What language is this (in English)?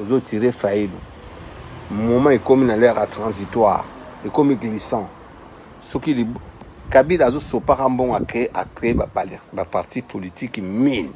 Lingala